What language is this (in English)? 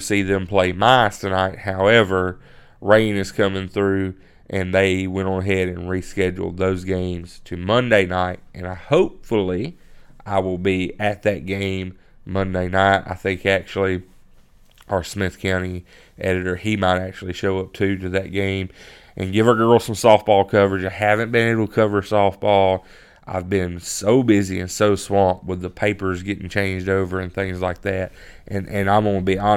English